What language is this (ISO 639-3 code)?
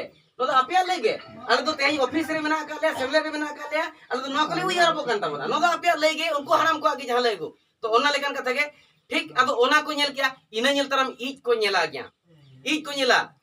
sat